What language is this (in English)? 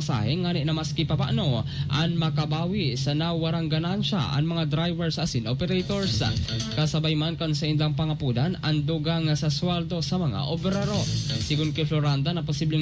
Bikol